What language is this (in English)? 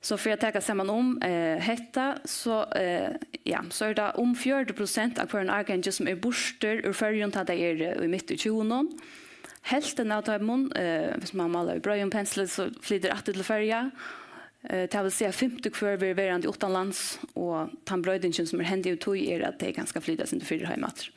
Faroese